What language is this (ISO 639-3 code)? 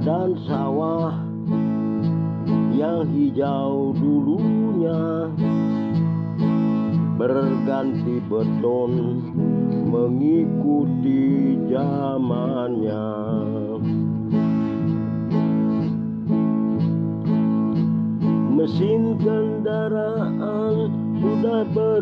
ind